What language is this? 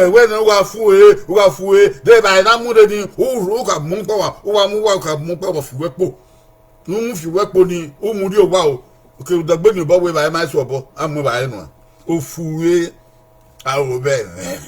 Bini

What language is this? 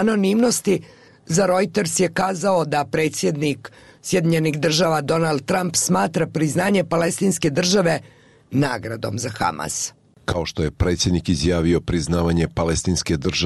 Bosnian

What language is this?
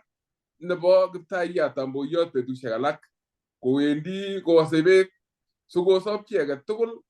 Kalenjin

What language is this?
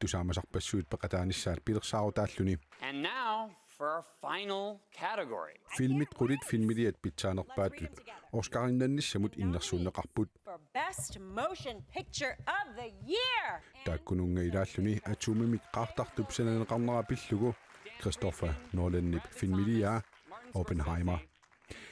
Kalaallisut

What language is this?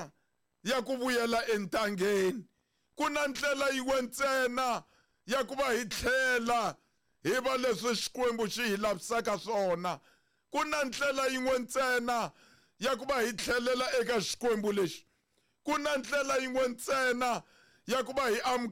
Tsonga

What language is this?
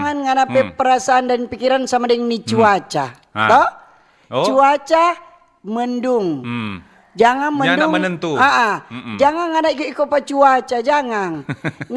Manado Malay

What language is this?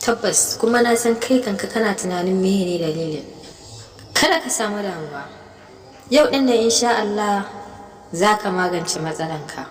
Hausa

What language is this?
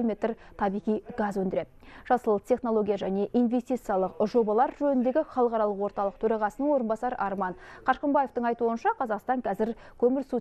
Kazakh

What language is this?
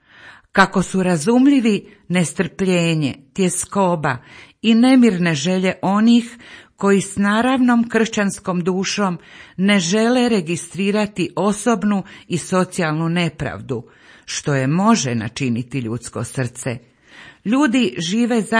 Croatian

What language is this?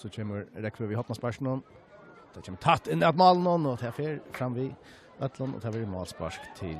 Faroese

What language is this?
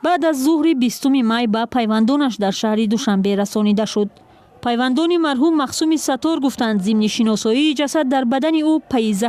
Tajik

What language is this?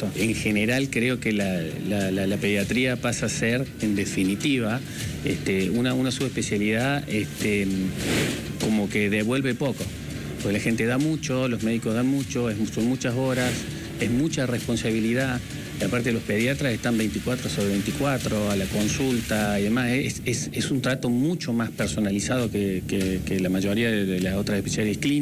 Spanish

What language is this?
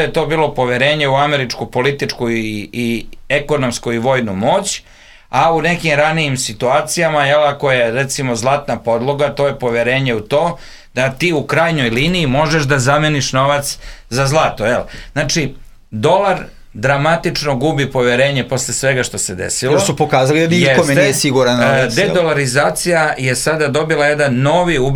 Serbian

